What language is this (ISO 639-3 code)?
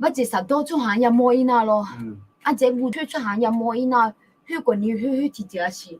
ahk